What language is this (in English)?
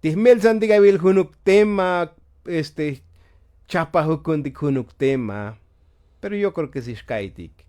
Tzotzil